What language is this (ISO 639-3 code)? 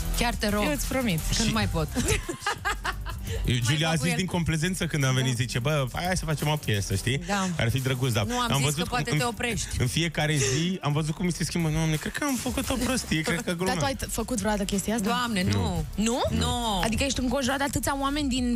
ron